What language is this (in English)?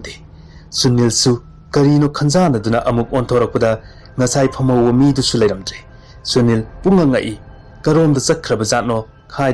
Manipuri